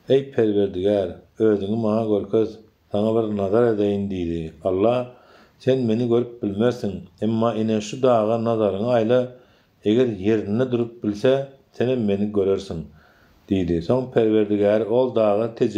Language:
Turkmen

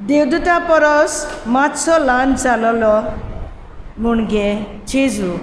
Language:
Konkani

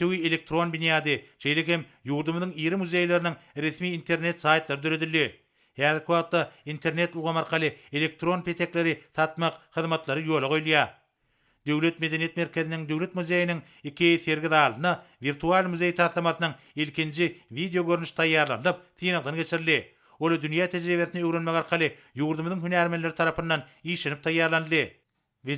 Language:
Turkmen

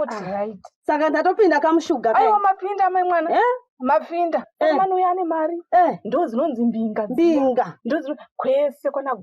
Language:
Shona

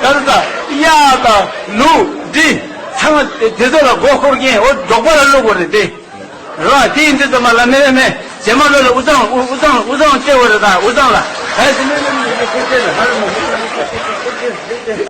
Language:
Tibetan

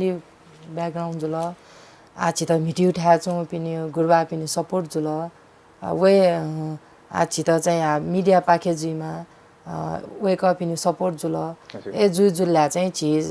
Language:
Newari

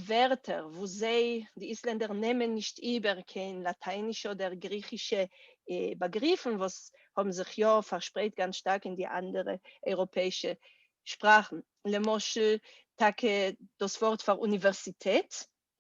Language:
Yiddish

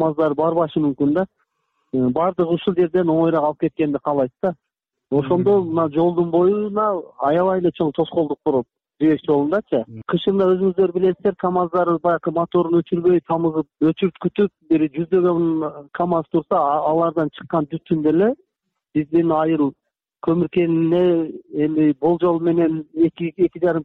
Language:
Kyrgyz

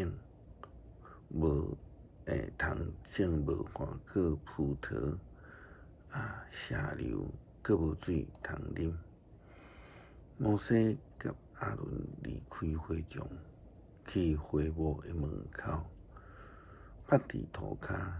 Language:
Min Nan Chinese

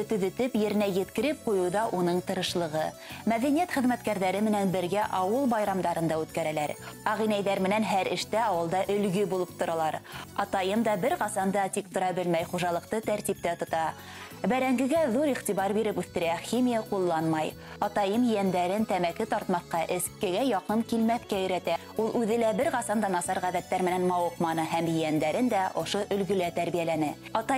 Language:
Bashkir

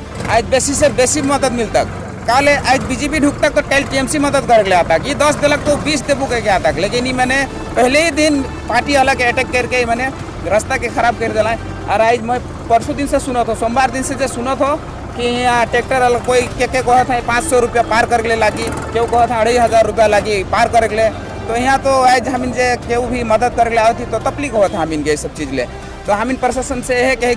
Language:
Sadri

